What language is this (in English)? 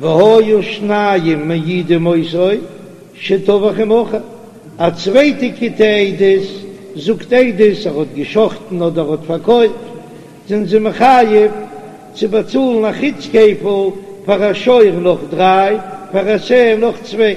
Yiddish